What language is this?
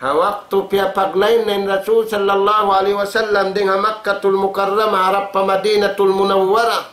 Tausug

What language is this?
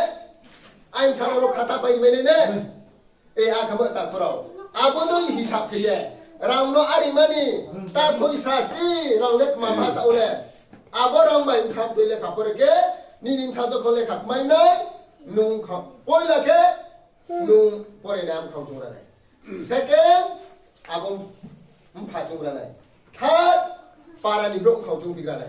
Riang (India)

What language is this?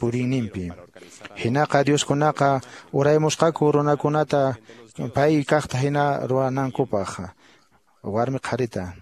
Quechua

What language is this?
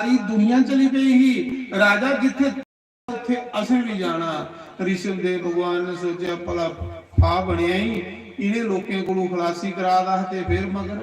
Dogri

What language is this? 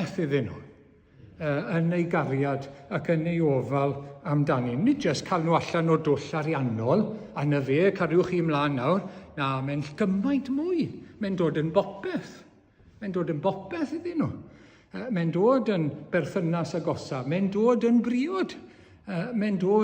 Welsh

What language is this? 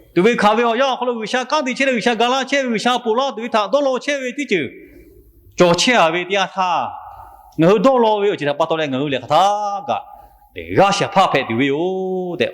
Lahu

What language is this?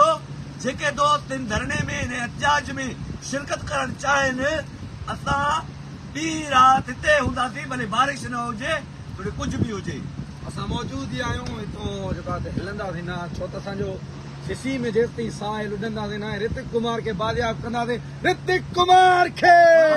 Sindhi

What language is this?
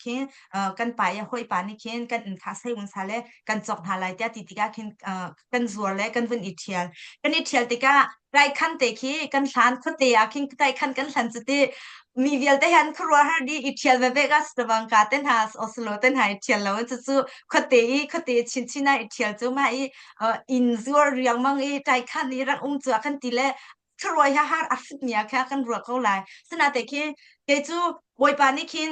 Hakha Chin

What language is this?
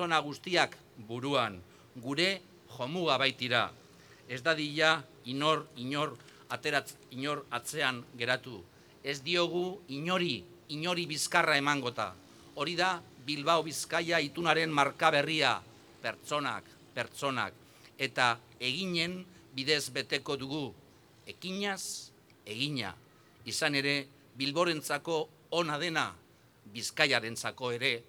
Basque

